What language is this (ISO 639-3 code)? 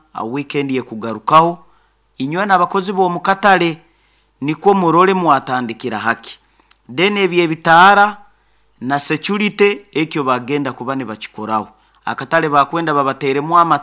nyo